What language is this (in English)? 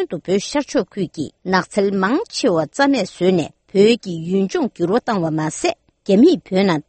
Tibetan